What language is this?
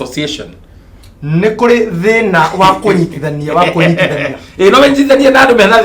Kikuyu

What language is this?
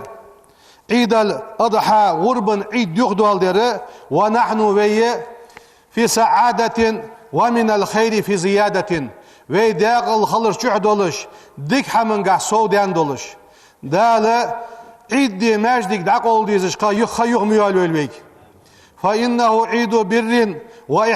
Ingush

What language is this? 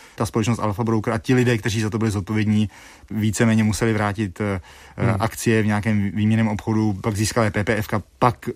Czech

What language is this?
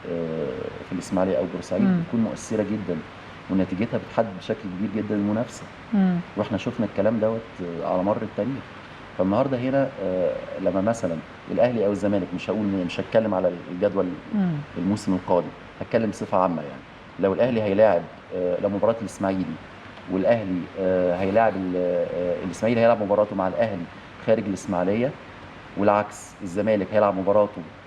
Egyptian Arabic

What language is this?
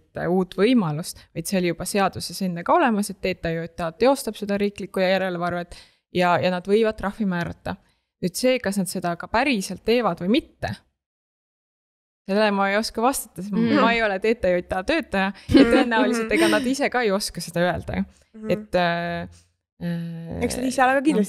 Estonian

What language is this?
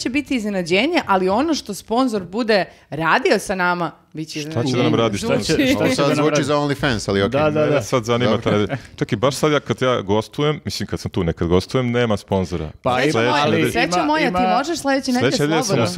Serbian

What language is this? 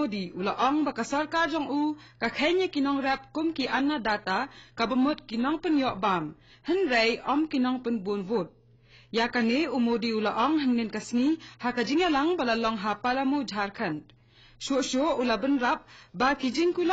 Khasi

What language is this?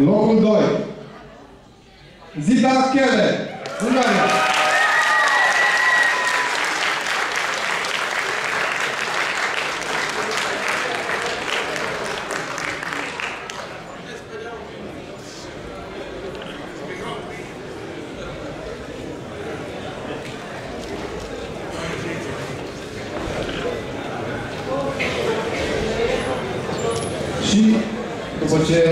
Romanian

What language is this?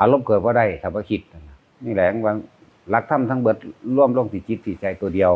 Northeastern Thai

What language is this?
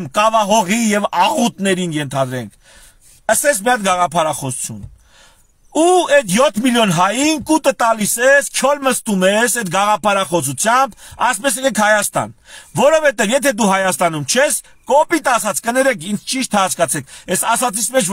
Armenian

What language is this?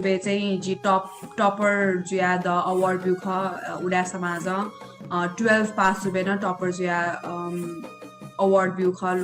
Newari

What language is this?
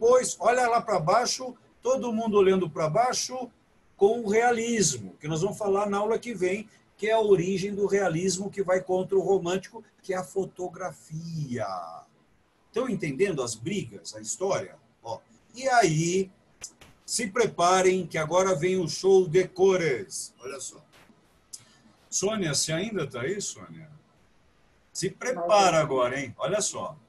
Portuguese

